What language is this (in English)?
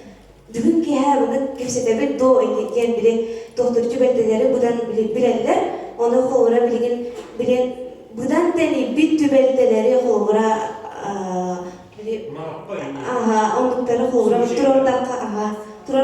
Yakut